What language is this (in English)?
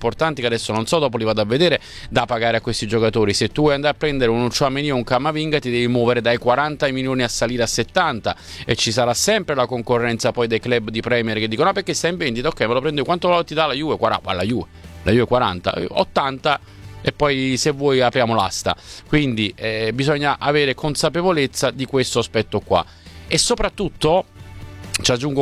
Italian